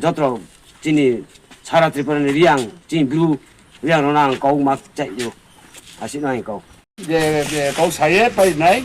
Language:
Riang (India)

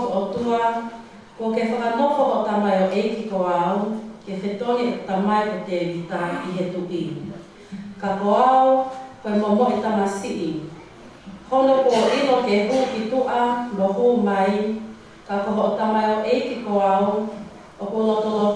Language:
Tongan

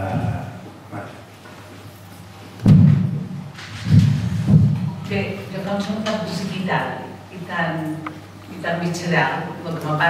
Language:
Catalan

